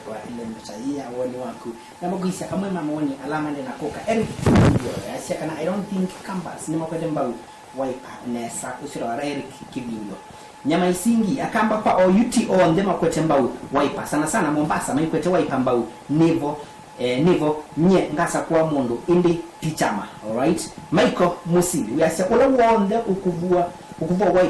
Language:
Kamba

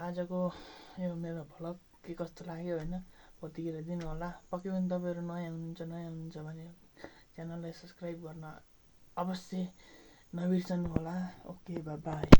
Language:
Nepali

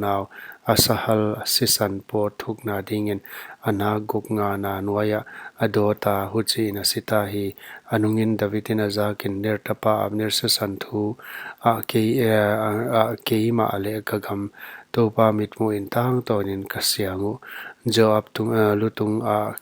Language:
Paite Chin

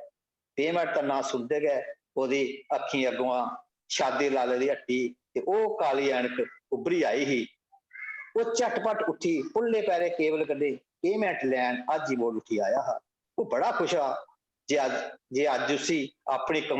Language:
Dogri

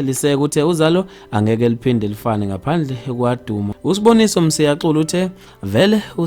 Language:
Zulu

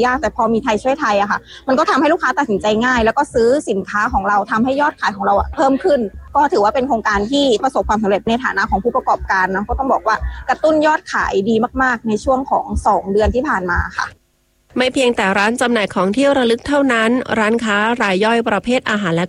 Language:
Thai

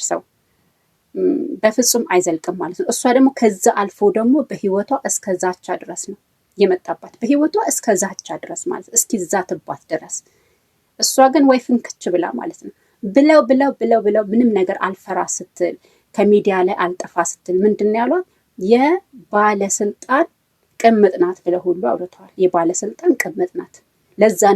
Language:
Amharic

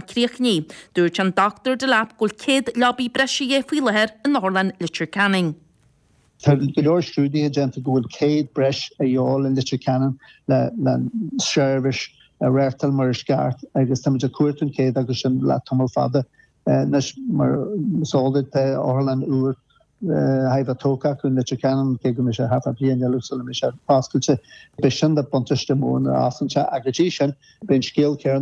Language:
Irish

